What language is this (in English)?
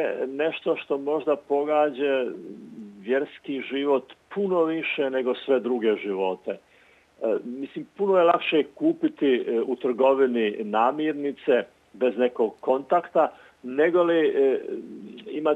Croatian